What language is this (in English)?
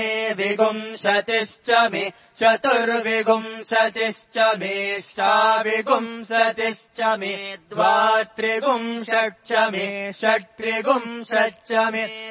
Sanskrit